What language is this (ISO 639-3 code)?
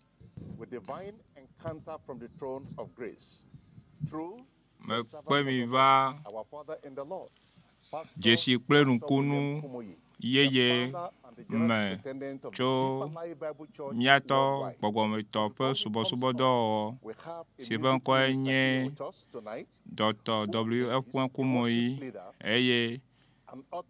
ewe